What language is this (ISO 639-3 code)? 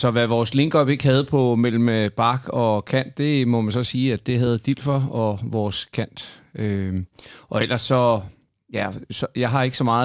dan